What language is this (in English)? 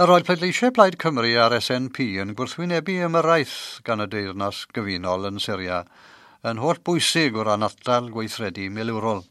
Welsh